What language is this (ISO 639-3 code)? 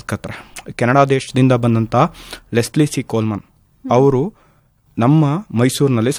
kan